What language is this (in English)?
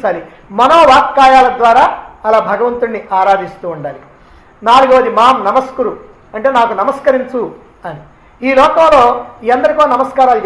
Telugu